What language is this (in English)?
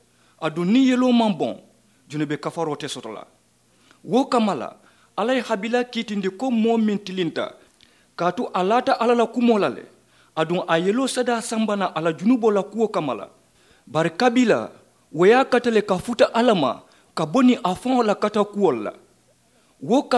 Mandingo